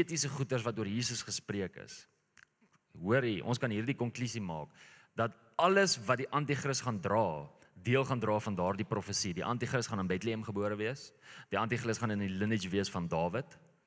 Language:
Afrikaans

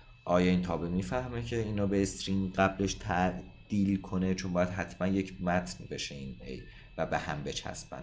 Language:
Persian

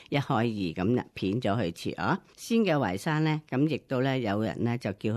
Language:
Cantonese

